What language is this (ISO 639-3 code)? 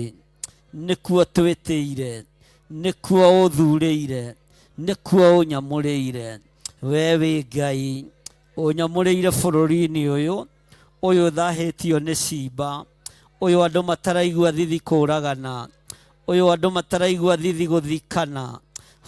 kik